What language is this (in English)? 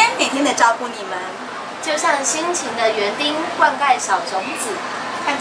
Chinese